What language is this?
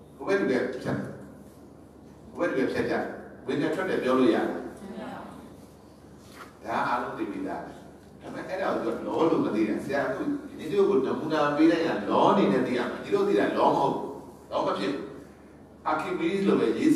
Burmese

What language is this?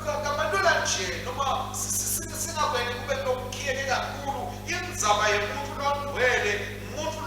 Swati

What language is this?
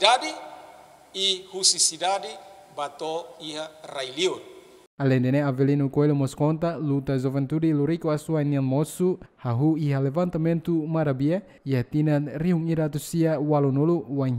Tetum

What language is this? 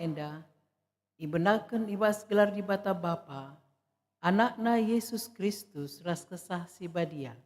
Batak Karo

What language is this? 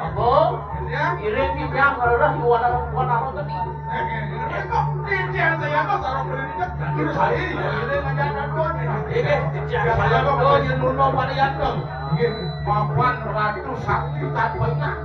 Balinese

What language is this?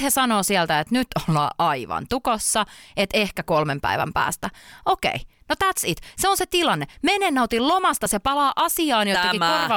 Finnish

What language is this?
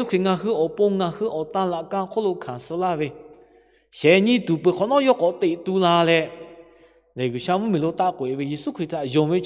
Lahu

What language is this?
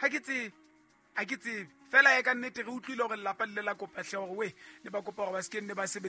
Southern Sotho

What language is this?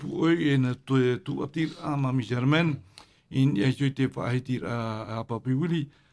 Tahitian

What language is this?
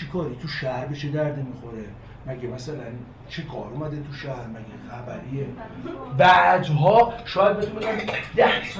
Persian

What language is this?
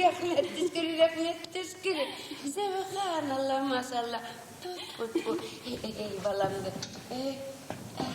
Bashkir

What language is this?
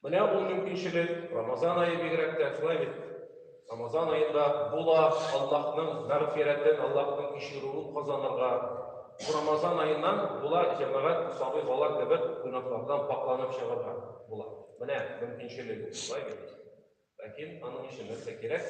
Tatar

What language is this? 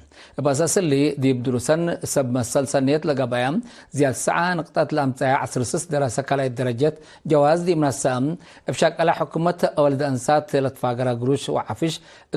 Tigre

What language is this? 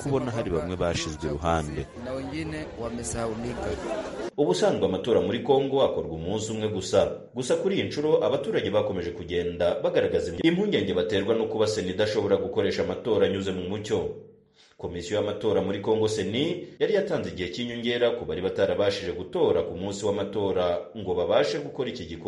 Kinyarwanda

